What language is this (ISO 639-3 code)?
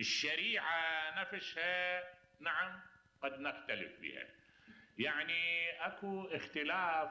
acm